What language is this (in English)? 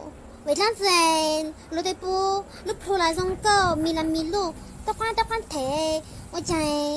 Hmong